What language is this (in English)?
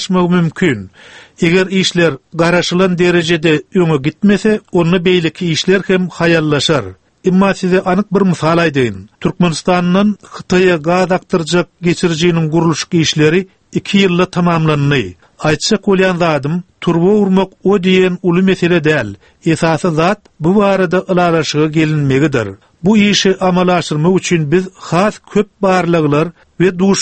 Turkmen